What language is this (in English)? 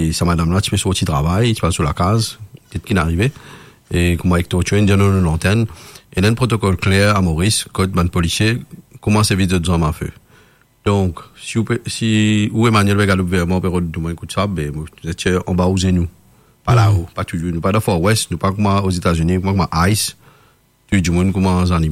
Morisyen